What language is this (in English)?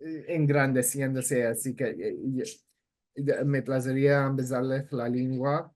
Ladino